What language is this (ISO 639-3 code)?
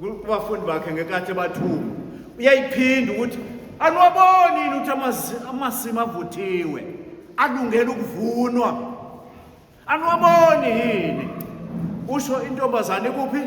zul